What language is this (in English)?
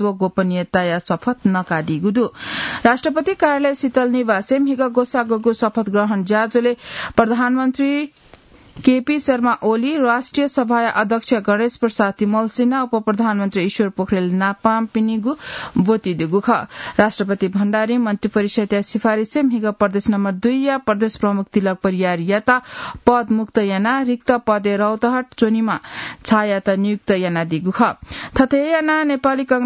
Newari